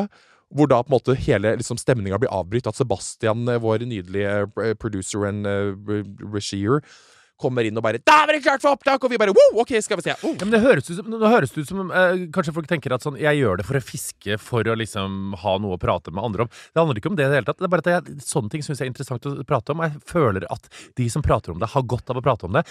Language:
Norwegian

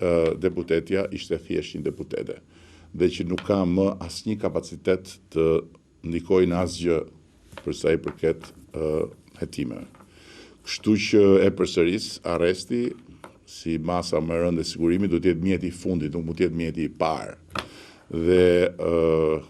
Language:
Albanian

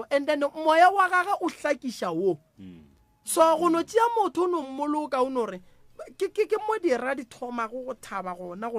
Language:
Northern Sotho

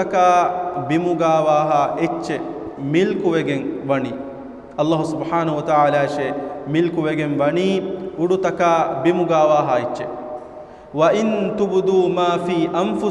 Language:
Divehi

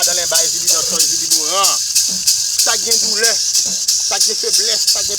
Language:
Haitian Creole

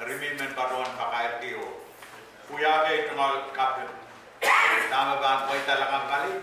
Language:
Pohnpeian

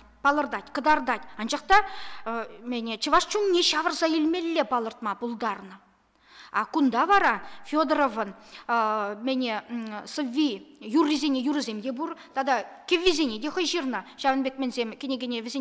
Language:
Chuvash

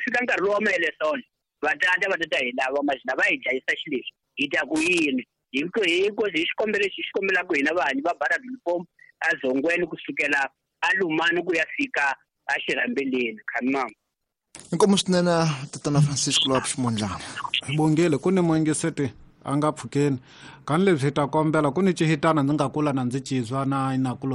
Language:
Tsonga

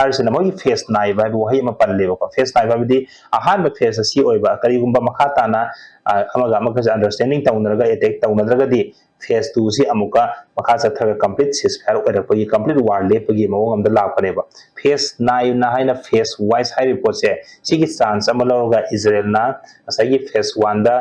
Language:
Manipuri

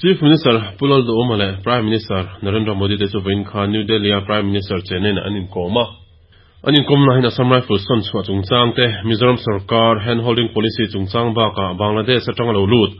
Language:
Mizo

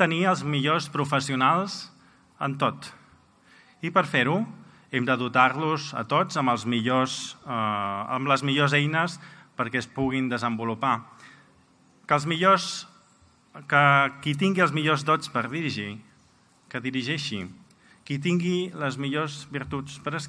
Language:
Catalan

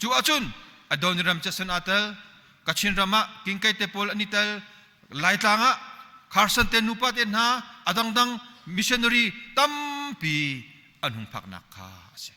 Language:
Hakha Chin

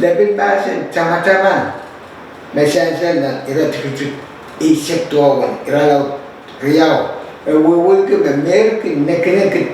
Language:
Pohnpeian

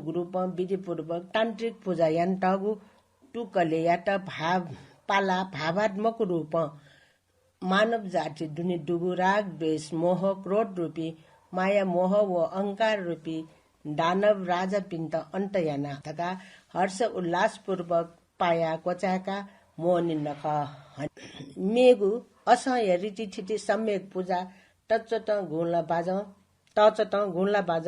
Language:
Newari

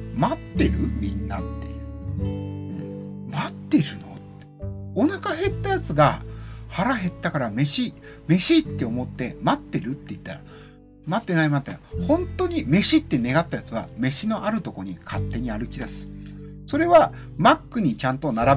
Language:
Japanese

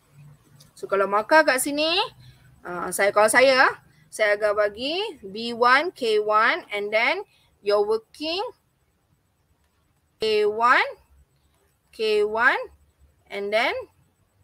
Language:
Malay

